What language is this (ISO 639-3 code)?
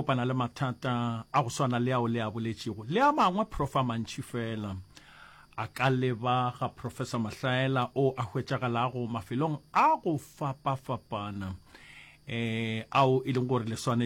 nso